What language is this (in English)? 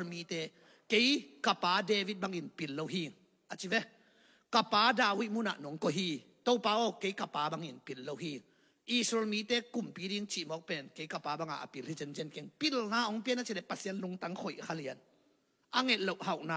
Tedim Chin